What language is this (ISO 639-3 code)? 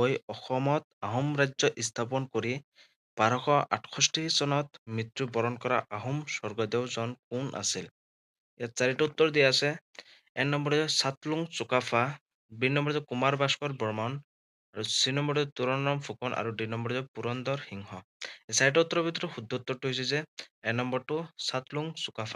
asm